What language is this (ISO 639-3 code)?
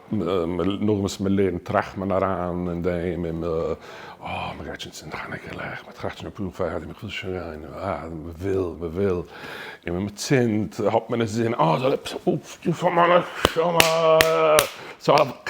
yid